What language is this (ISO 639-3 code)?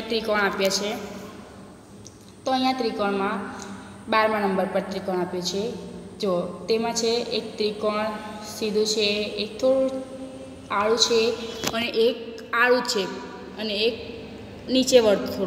guj